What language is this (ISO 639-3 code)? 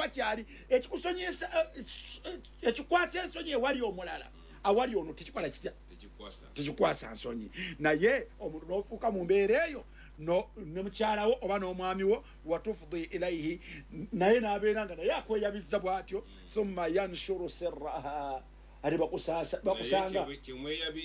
lug